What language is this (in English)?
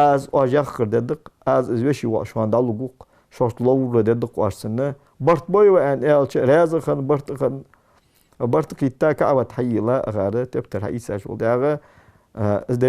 Ingush